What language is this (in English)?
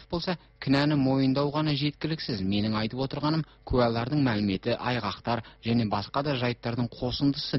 Kazakh